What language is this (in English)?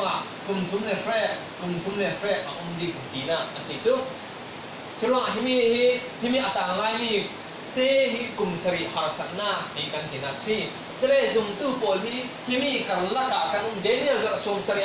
Falam Chin